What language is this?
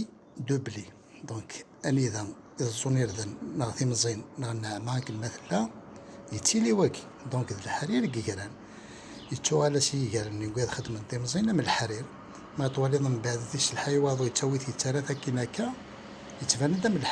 Kabyle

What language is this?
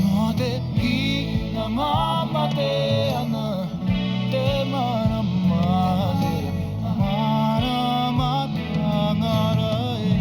Māori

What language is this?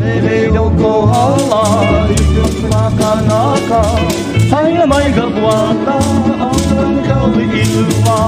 Hawaiian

